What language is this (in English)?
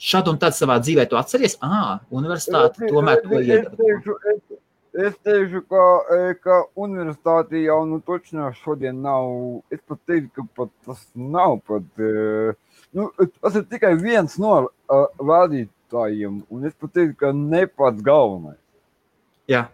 Latvian